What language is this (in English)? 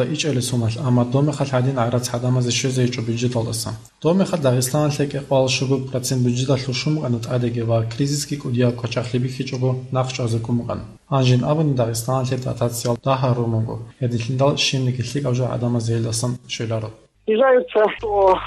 Avaric